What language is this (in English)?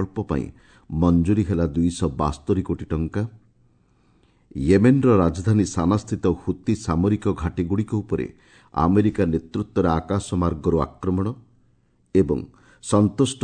Odia